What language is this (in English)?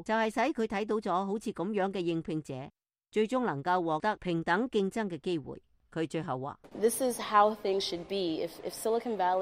Cantonese